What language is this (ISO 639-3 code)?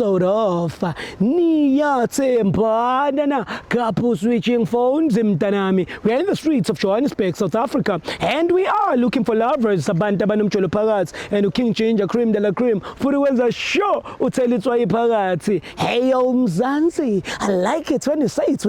zul